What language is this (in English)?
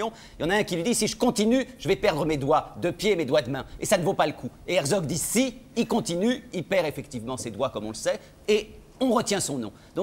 French